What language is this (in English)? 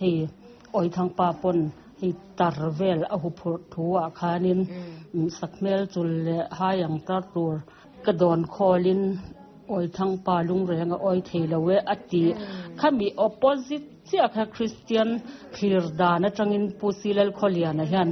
Mizo